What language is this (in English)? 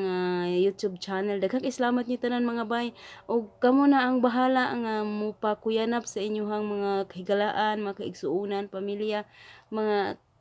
Cebuano